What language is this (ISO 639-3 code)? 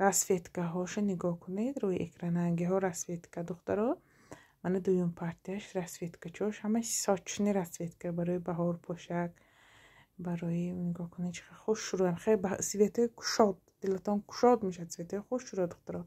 tgk